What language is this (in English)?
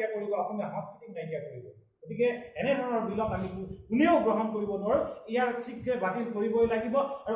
Assamese